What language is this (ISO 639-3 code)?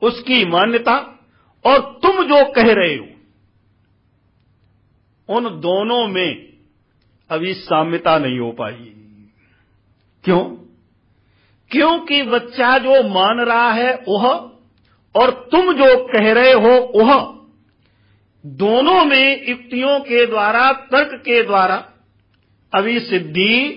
hin